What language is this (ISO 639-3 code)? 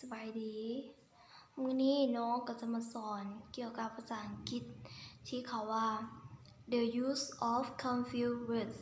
lao